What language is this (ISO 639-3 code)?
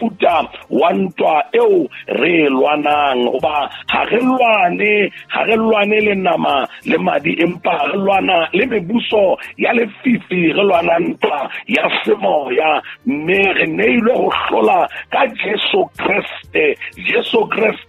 sot